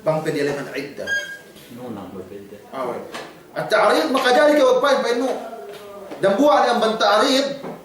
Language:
Yakan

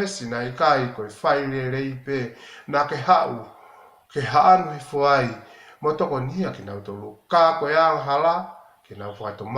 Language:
Tongan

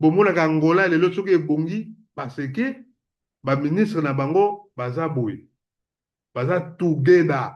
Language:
Lingala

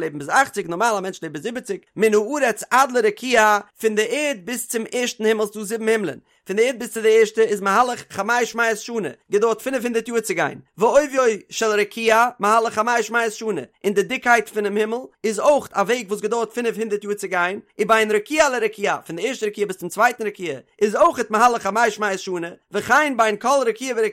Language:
Yiddish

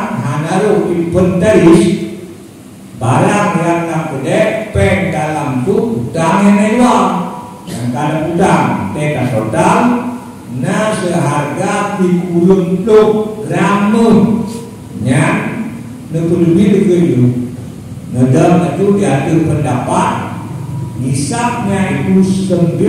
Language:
Achinese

